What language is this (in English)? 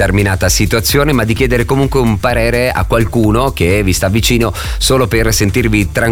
Italian